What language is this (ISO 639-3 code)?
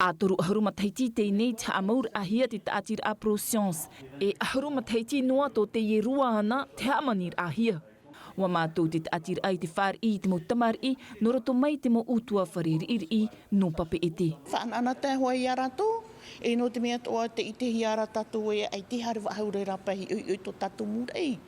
tah